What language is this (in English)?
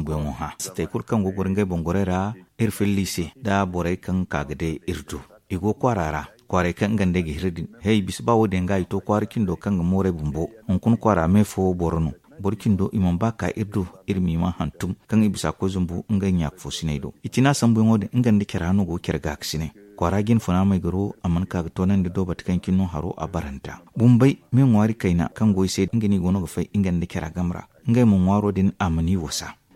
Zarma